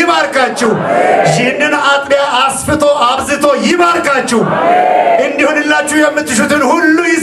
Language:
Amharic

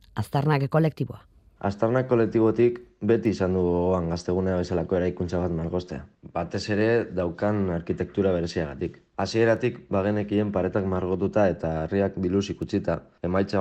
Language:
Basque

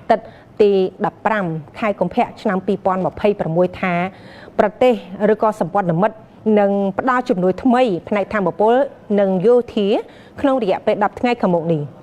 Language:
Khmer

